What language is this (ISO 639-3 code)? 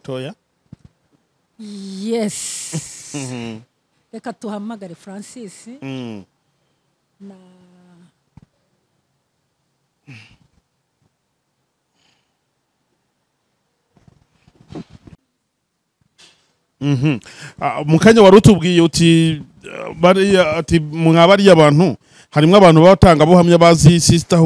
kin